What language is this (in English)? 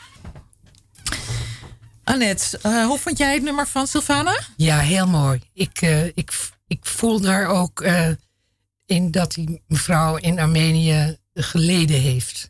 Dutch